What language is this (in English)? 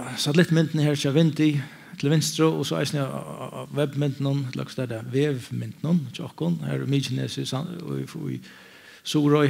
Faroese